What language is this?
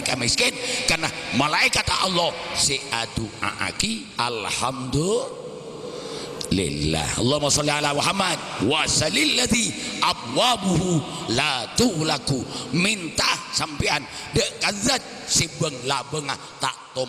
Madurese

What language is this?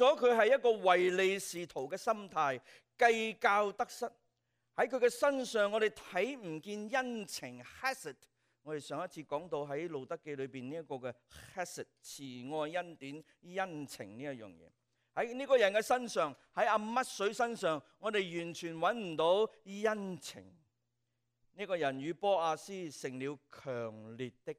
Cantonese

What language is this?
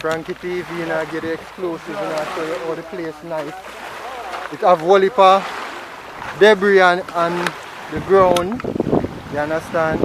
Jamaican Creole English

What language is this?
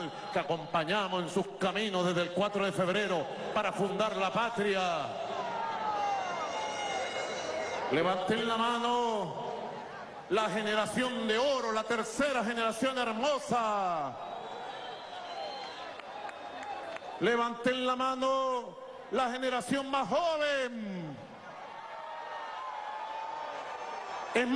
Spanish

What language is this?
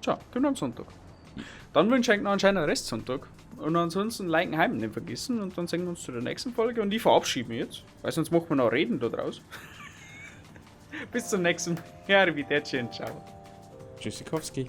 Bavarian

